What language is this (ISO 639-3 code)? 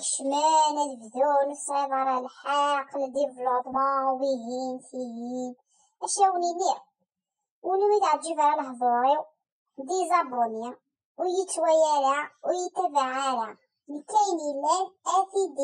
kab